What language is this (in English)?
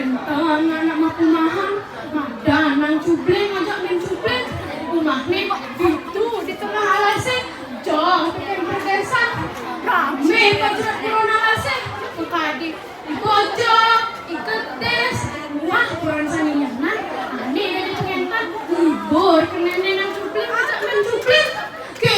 Balinese